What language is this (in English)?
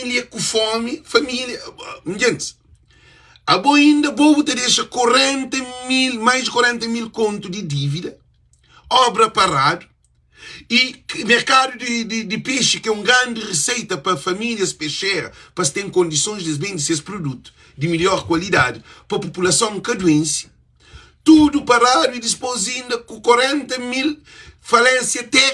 Kabuverdianu